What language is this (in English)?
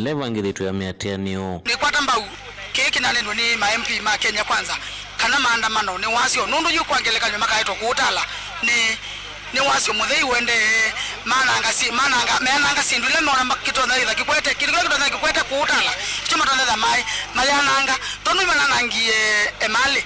Kamba